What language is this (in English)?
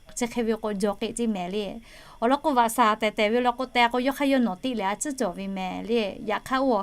Lahu